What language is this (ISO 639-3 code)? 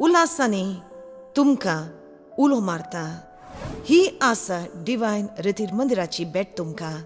kok